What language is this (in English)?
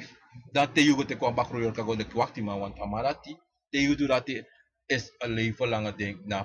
Sranan Tongo